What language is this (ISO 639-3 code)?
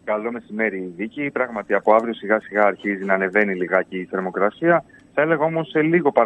ell